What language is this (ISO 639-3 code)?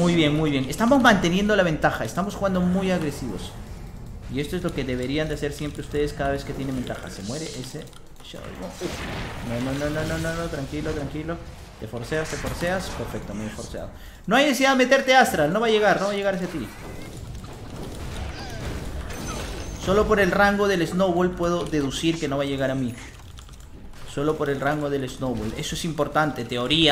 spa